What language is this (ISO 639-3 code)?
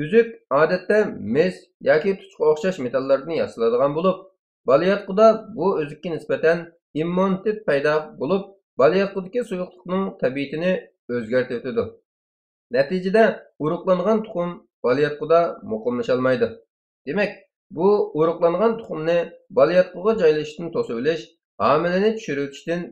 uig